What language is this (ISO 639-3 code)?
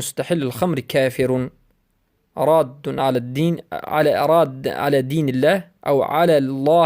fas